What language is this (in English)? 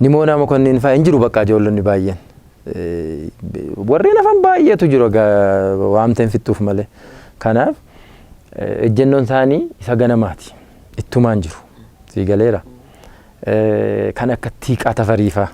Oromo